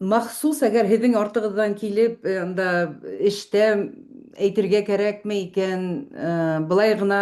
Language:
Bashkir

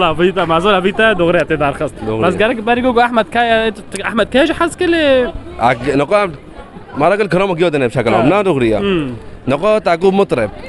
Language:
Kurdish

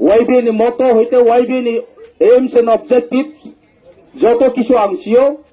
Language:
Riang (India)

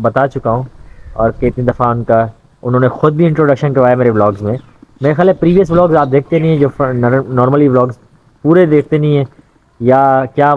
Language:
Hindi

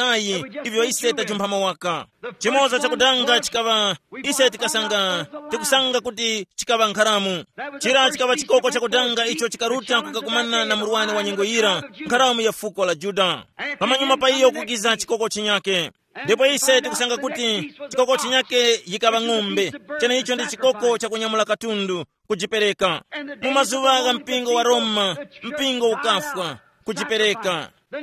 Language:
Tumbuka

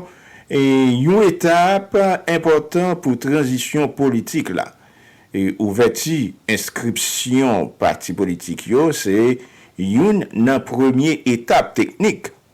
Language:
Haitian Creole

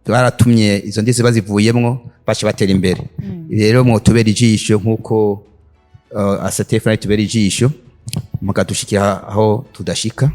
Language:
Rundi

